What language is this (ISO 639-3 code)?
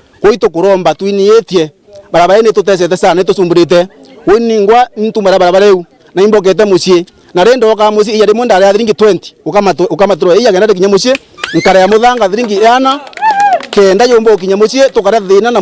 mer